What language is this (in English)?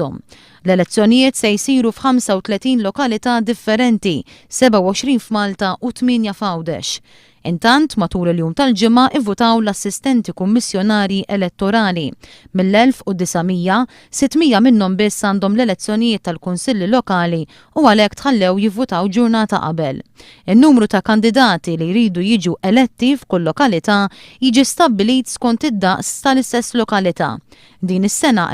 Maltese